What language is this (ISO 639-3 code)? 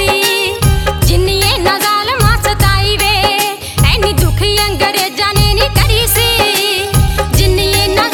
pan